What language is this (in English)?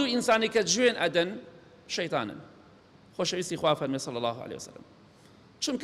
Central Kurdish